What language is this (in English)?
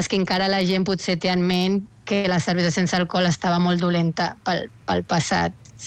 Catalan